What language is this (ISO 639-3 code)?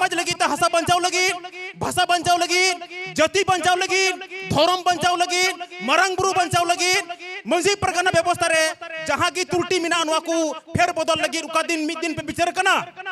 sat